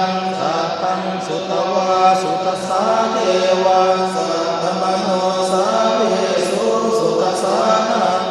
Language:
Pali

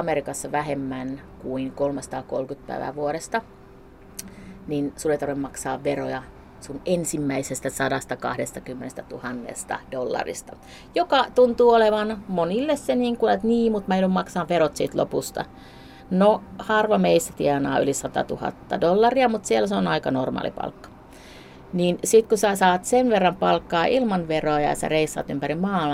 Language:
Finnish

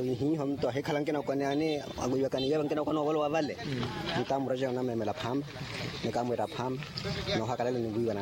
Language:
Makhuwa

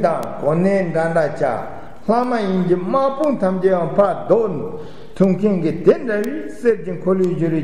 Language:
Tibetan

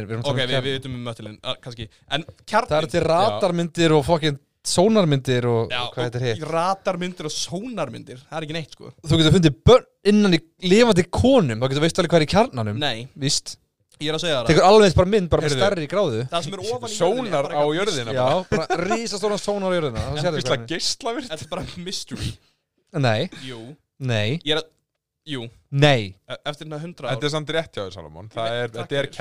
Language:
Icelandic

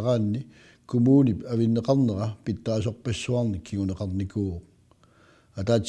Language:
Kalaallisut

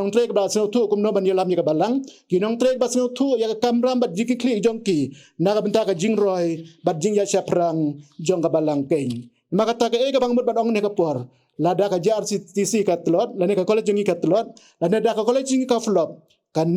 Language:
Khasi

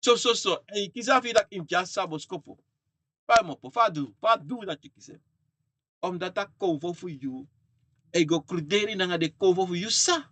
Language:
Sranan Tongo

